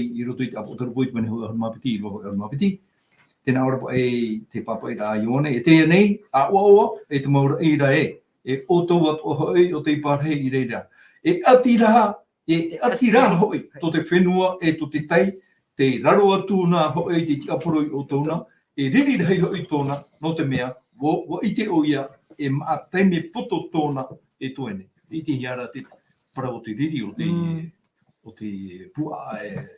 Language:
Tahitian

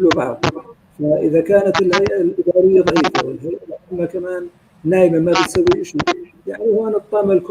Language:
North Levantine Arabic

